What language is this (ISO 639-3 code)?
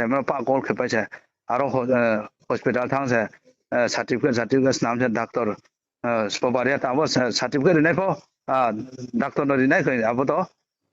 ria